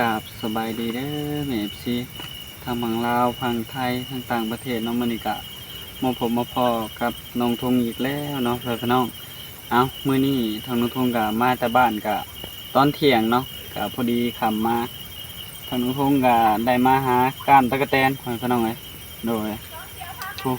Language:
Northeastern Thai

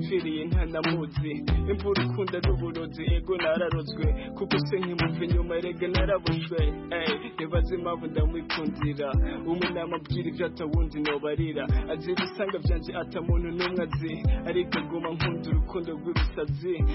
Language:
Kinyarwanda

